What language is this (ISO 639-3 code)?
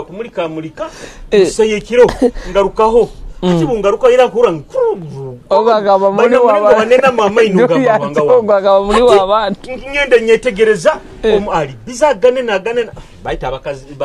nyo